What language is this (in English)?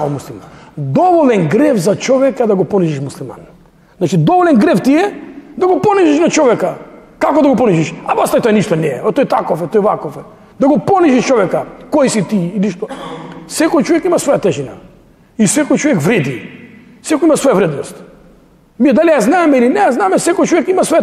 Macedonian